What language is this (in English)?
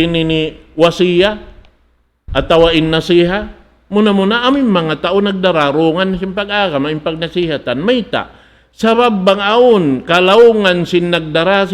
Tausug